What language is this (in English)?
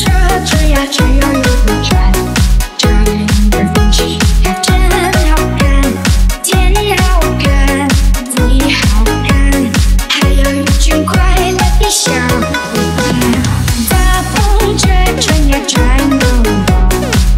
Chinese